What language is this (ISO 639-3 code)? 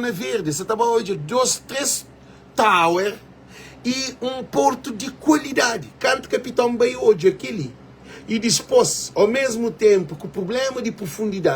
kea